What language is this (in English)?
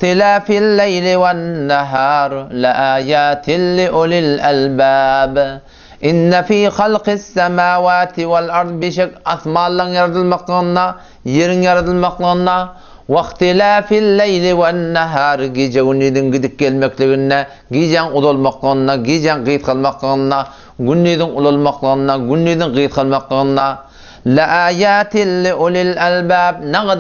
Turkmen